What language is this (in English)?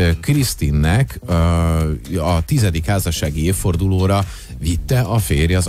Hungarian